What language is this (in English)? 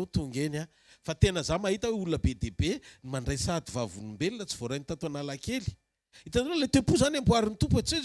Malagasy